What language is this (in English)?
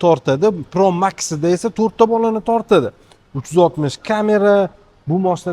Uzbek